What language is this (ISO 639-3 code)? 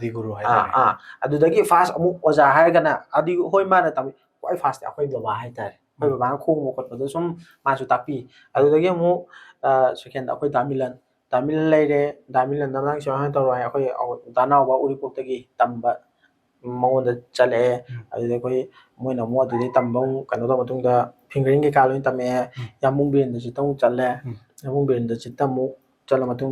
mni